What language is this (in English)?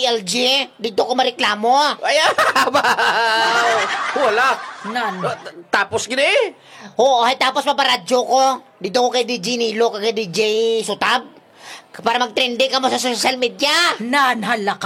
Hiligaynon